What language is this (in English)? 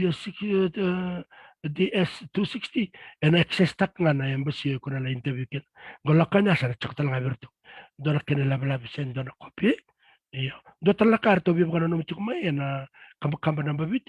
Fijian